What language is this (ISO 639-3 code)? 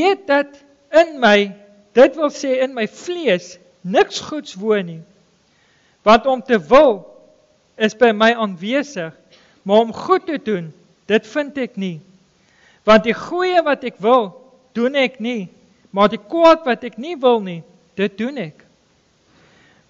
afr